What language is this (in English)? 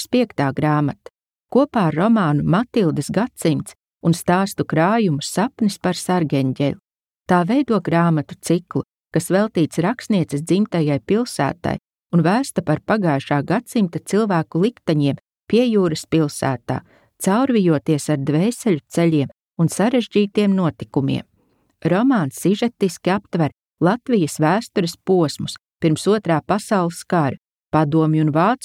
Latvian